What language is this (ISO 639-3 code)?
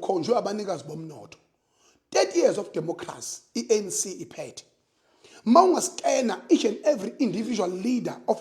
zul